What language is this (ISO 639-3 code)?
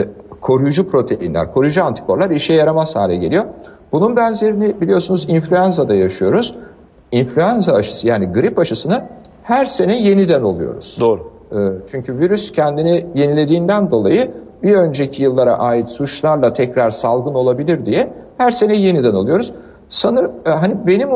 tur